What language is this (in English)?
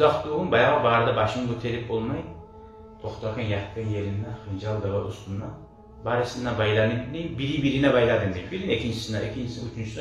Kumyk